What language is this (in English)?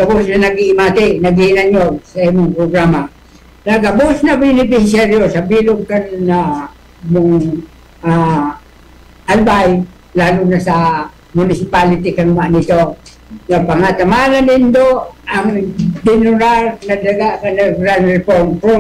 Bikol